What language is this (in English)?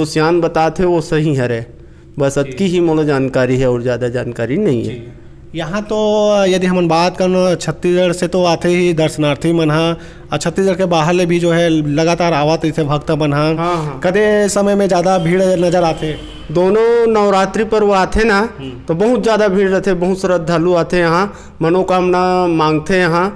Chhattisgarhi